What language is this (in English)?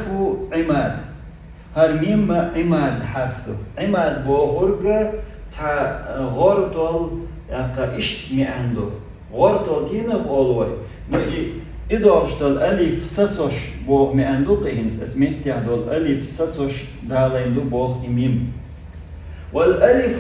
Chechen